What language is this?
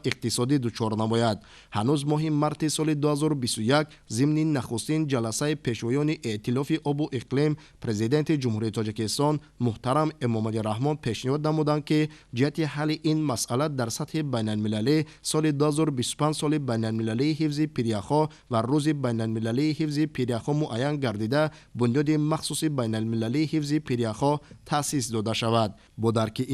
Tajik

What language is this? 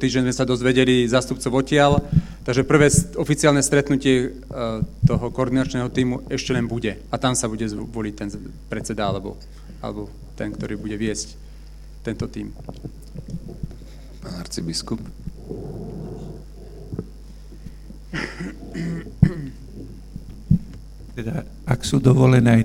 Slovak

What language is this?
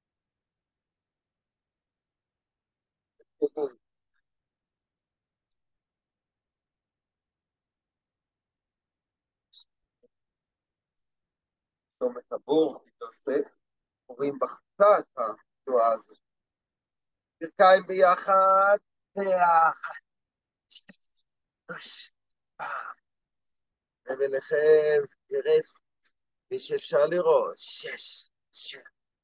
Hebrew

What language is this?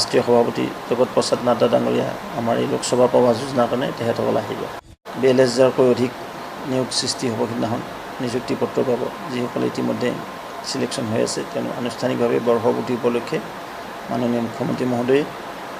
Assamese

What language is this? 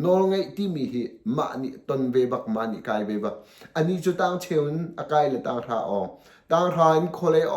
Hakha Chin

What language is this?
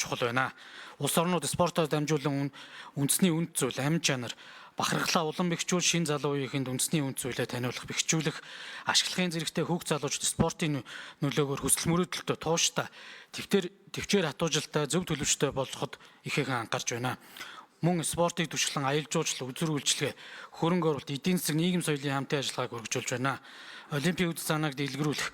Mongolian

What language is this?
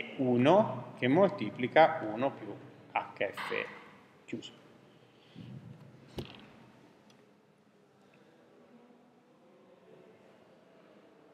Italian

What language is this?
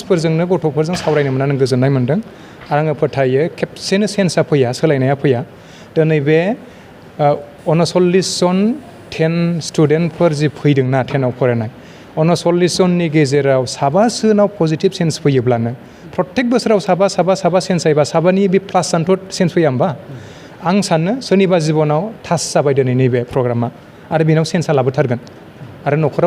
Bodo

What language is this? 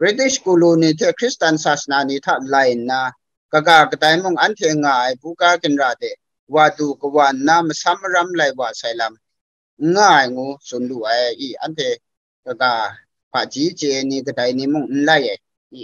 Kachin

